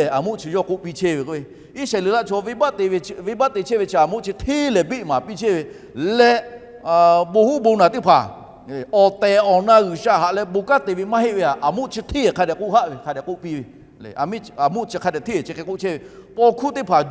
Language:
Lahu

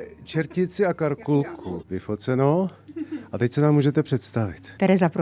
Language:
Czech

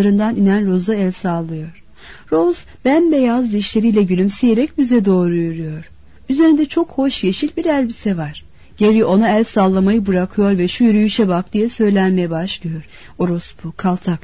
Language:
Turkish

